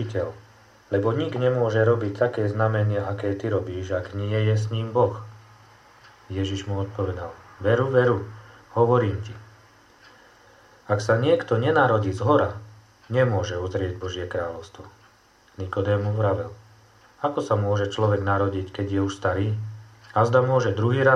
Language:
Slovak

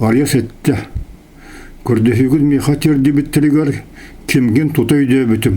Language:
Yakut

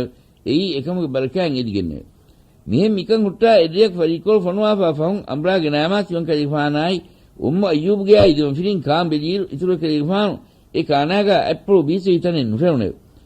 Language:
Divehi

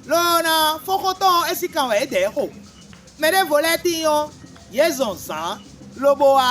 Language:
Fon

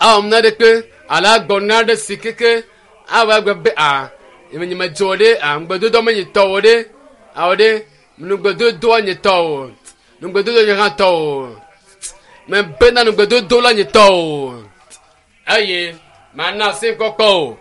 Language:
Ewe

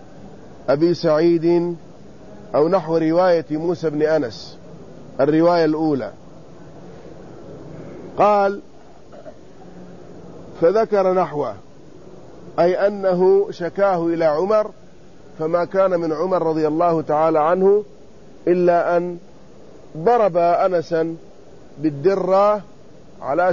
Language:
Arabic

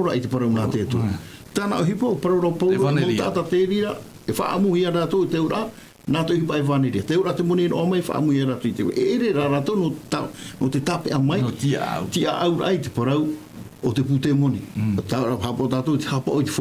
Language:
Tahitian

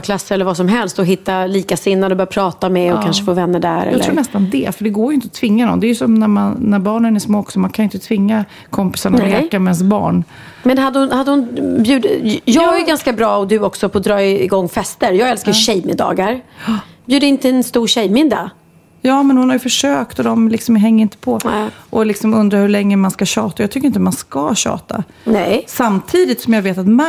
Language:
Swedish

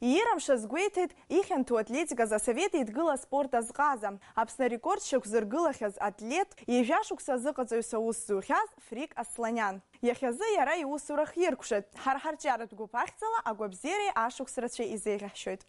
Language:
Abkhazian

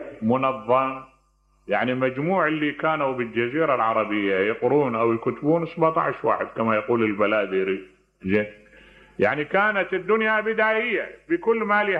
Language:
Mesopotamian Arabic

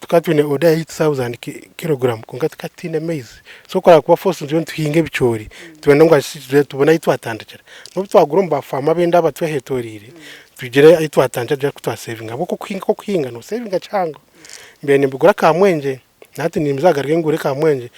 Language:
Nyankole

